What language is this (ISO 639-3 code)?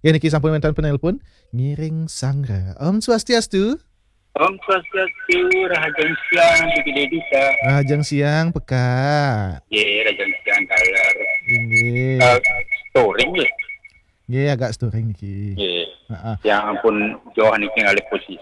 ban